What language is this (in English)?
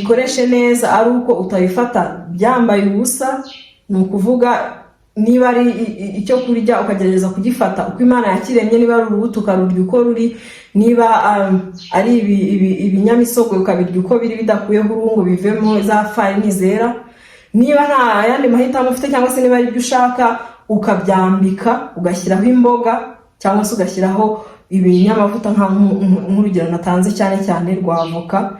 Kinyarwanda